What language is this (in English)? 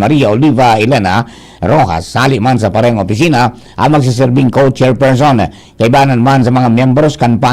Bikol